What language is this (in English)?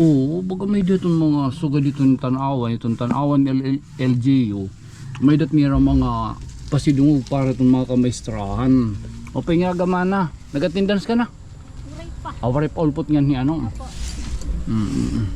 Waray